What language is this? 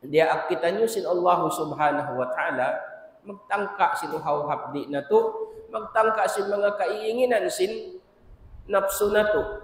Tausug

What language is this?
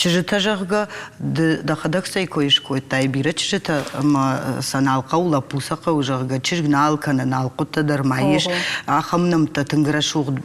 Ossetic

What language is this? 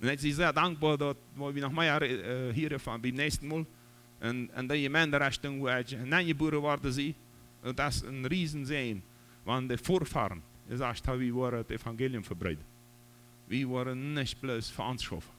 Plautdietsch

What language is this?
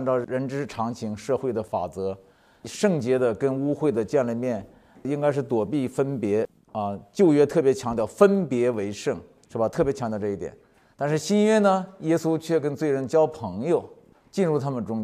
Chinese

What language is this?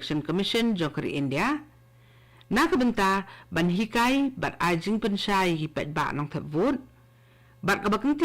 Khasi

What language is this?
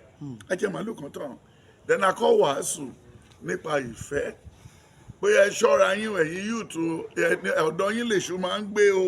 Yoruba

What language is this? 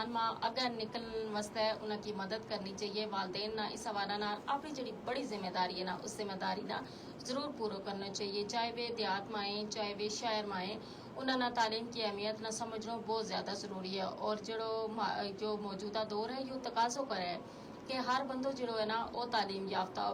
Gujari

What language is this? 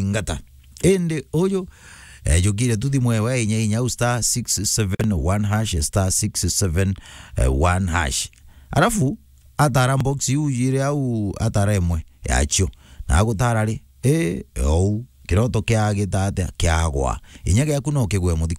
Meru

